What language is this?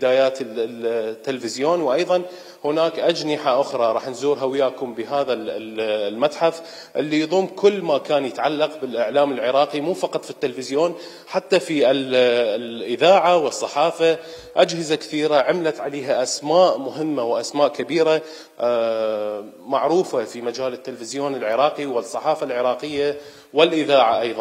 Mesopotamian Arabic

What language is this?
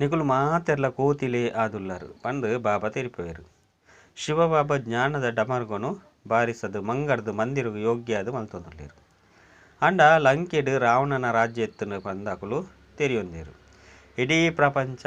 Tulu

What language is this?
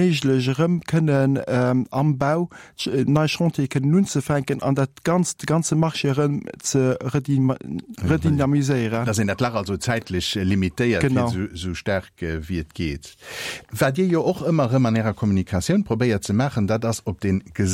Luxembourgish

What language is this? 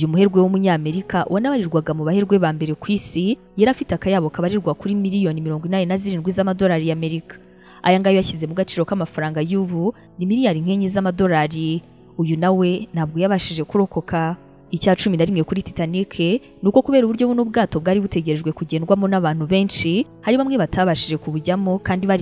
Kinyarwanda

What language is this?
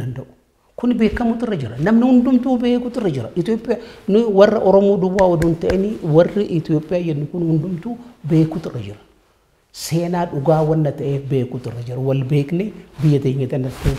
Oromo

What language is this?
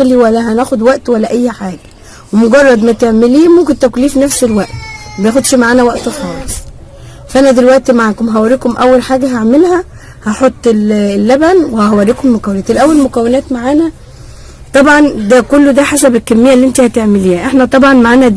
Egyptian Arabic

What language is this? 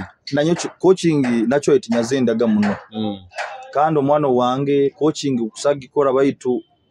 Nyoro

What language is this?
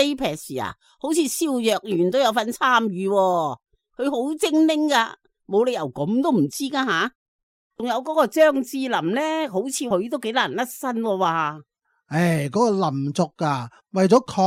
Cantonese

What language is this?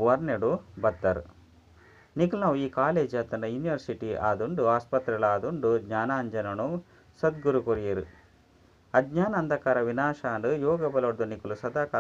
Tulu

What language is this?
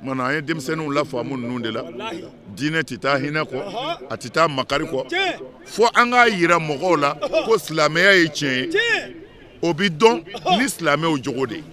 Bambara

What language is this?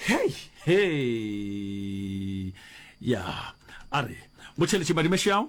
Northern Sotho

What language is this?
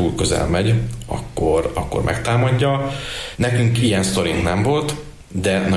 Hungarian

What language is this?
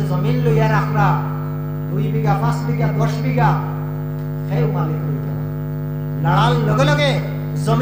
Sylheti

